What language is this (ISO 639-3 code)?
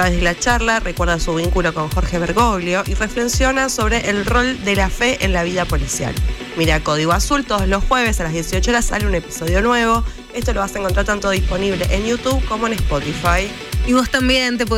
spa